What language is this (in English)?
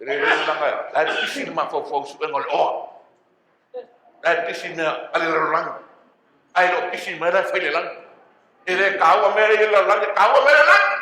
Samoan